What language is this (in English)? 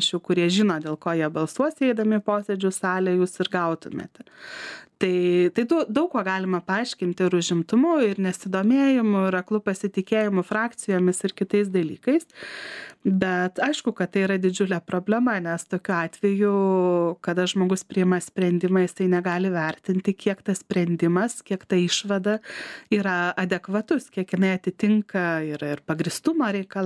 Lithuanian